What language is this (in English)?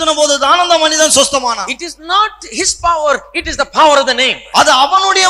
Tamil